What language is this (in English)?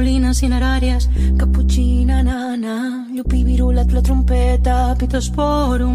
Catalan